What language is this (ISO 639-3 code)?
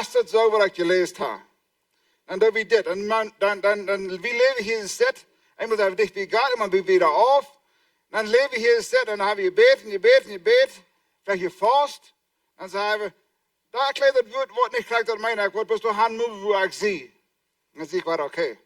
pdt